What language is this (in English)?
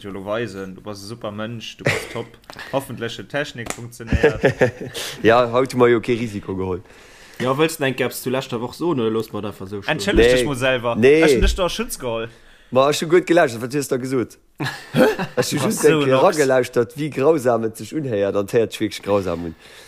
Luxembourgish